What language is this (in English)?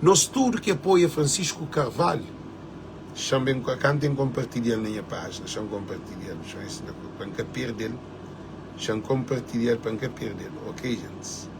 Kabuverdianu